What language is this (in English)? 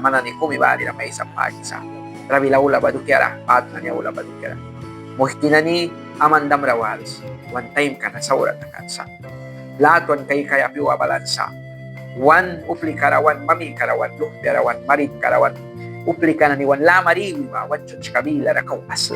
Mískito